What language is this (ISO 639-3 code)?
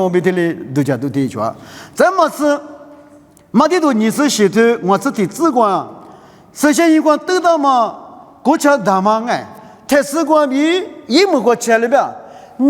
lis